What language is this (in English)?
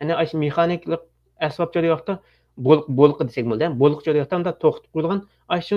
Uyghur